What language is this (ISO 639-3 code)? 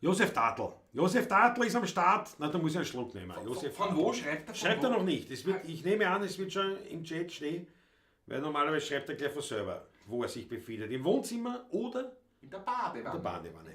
bar